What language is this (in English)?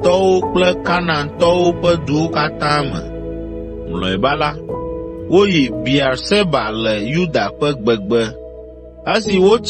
Ewe